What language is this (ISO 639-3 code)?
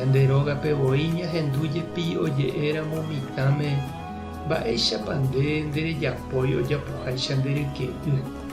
grn